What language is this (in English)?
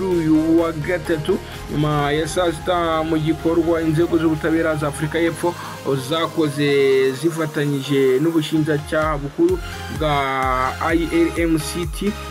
Kinyarwanda